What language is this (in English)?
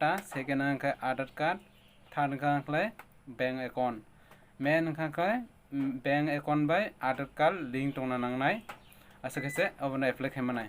Kok Borok